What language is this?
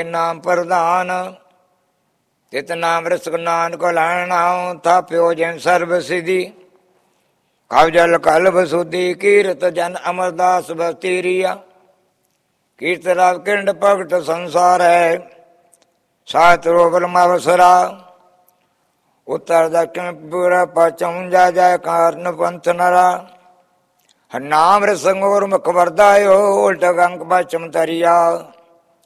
Punjabi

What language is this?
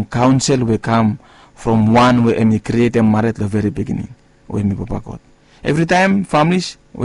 Bislama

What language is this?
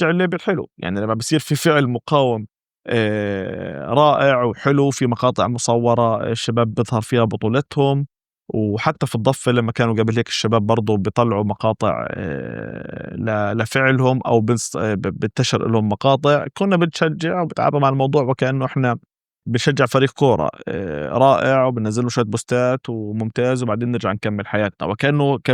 North Levantine Arabic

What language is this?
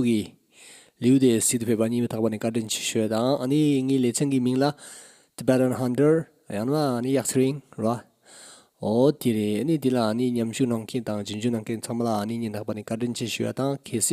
Tibetan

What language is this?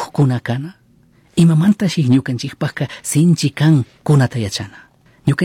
Chimborazo Highland Quichua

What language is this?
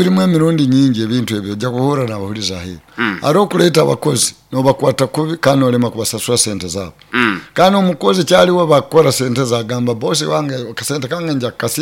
Nyoro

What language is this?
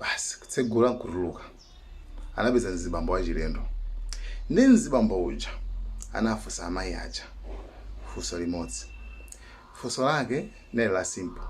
Nyanja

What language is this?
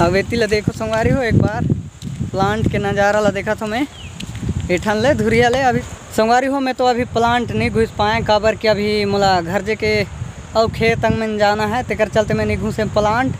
Chhattisgarhi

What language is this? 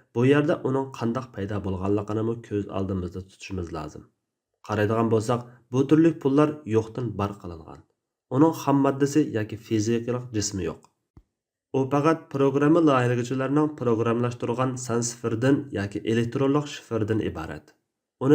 Uyghur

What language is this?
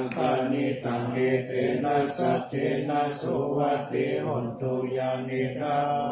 Pali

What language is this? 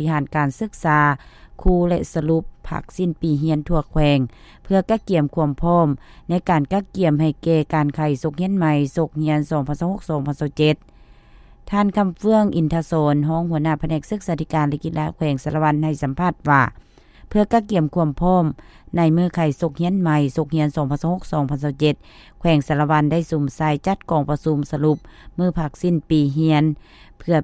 Lao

